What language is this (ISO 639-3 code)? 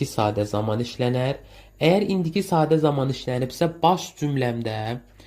aze